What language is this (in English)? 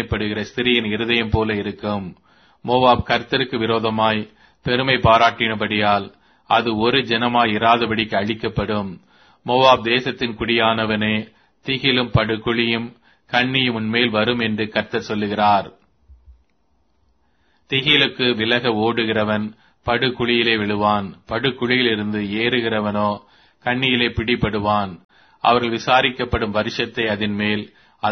Tamil